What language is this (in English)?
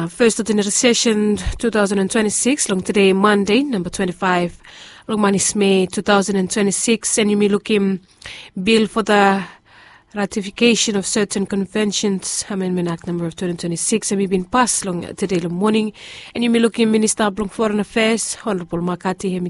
Bislama